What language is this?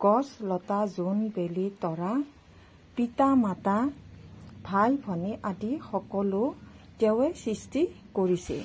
Assamese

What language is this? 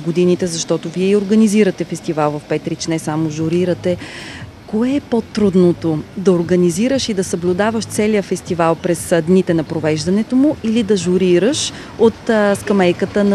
Bulgarian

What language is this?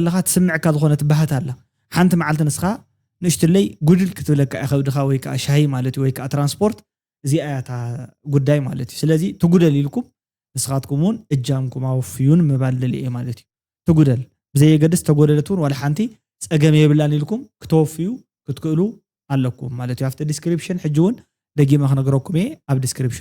Tigrinya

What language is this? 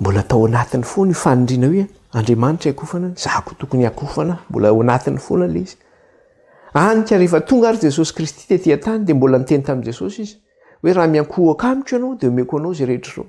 Malagasy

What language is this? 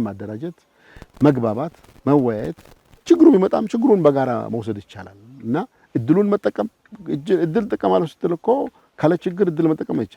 Amharic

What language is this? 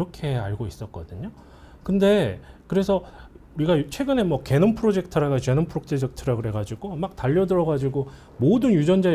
Korean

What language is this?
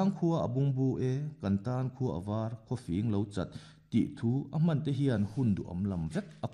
Mizo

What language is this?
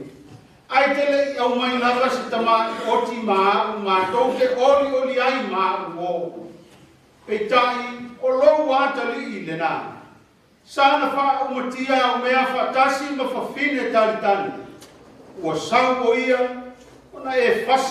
Samoan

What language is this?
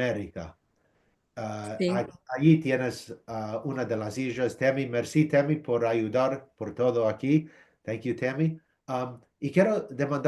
Ladino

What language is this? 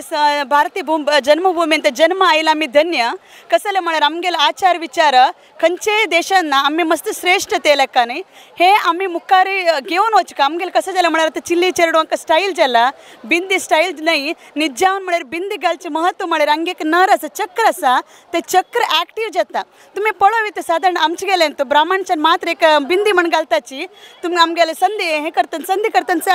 Konkani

